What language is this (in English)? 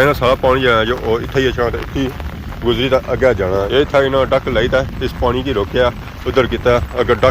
Pahari-Potwari